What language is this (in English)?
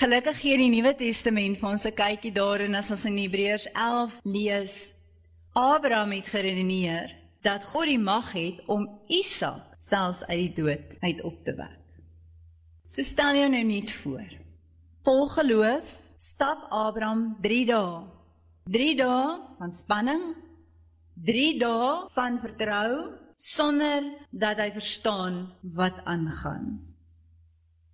Afrikaans